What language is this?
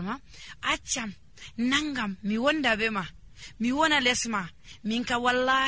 Nigerian Fulfulde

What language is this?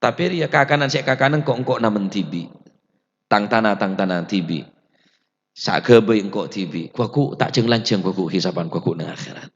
Madurese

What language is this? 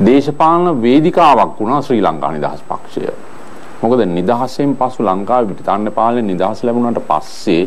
Sinhala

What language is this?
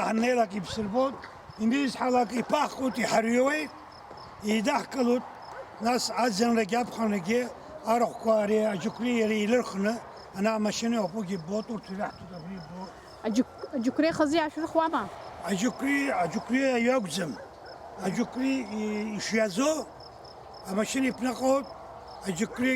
Abkhazian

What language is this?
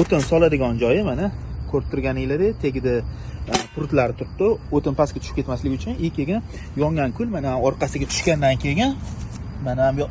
Uzbek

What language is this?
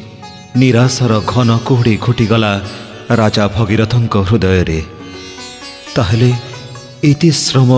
Odia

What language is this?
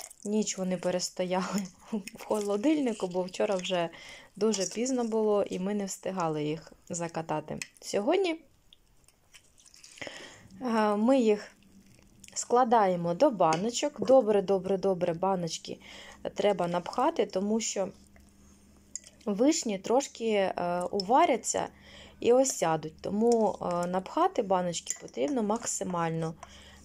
Ukrainian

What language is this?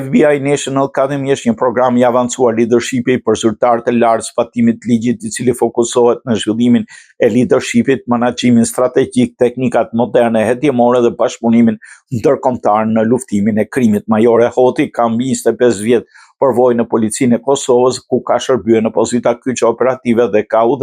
Albanian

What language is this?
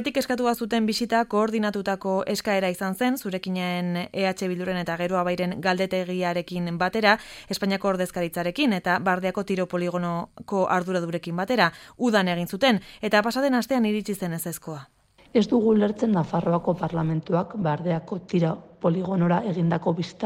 Basque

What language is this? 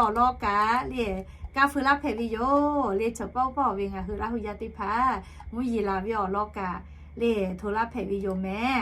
Lahu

